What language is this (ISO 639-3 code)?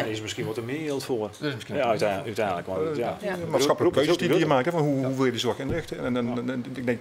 fry